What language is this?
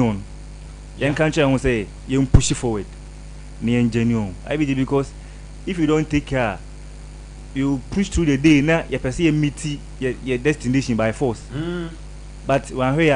Akan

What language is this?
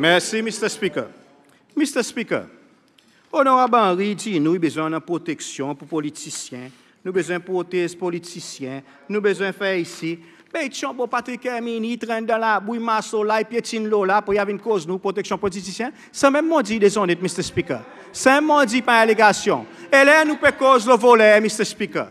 Seselwa Creole French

